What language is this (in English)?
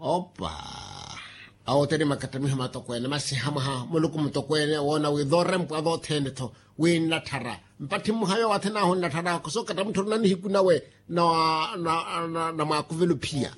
Makhuwa